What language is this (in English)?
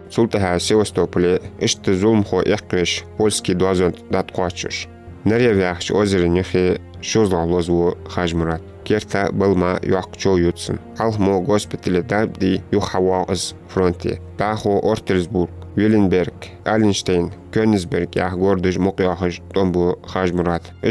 Ingush